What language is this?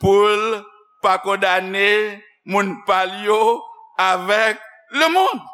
Haitian Creole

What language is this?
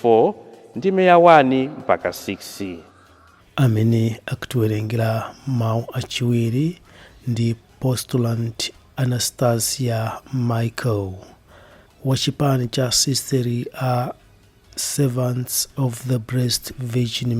Nyanja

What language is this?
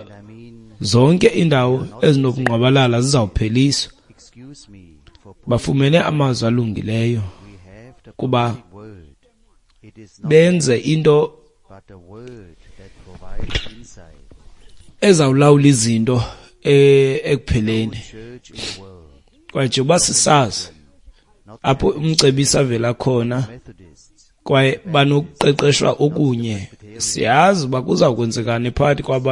Xhosa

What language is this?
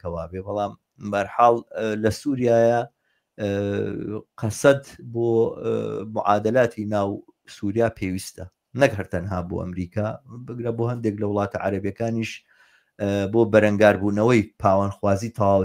Central Kurdish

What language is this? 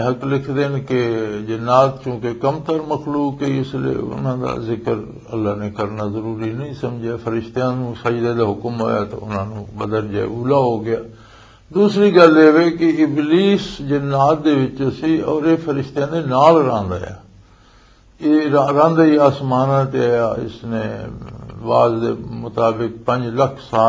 Western Panjabi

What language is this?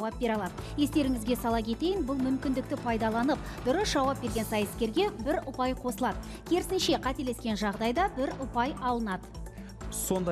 Kazakh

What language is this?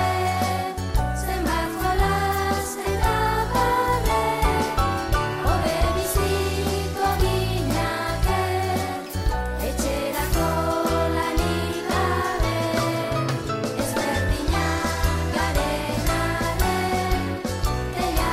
Basque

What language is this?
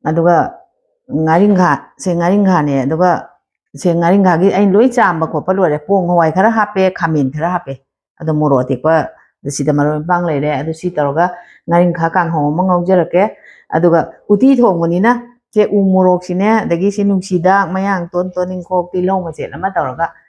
Manipuri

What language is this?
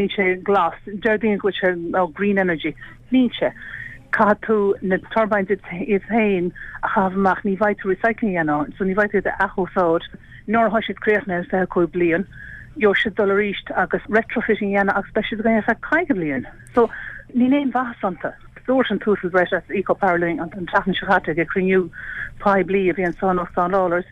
Irish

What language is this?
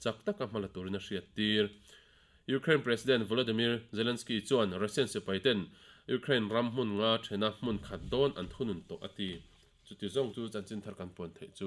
Mizo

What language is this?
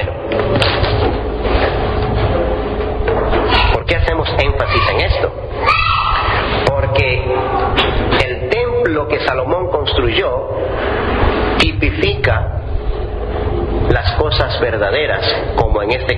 Spanish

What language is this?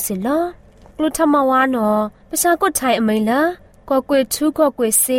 Burmese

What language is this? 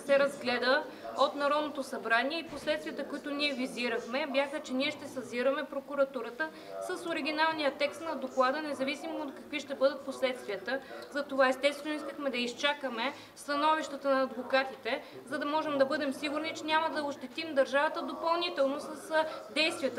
Bulgarian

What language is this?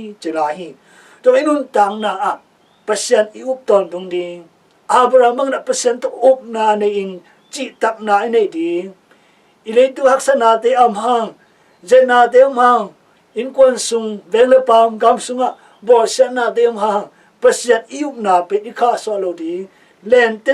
Tedim Chin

